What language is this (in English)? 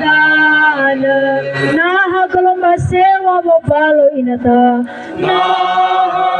Nias